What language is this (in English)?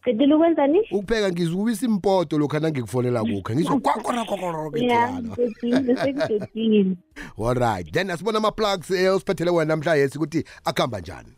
South Ndebele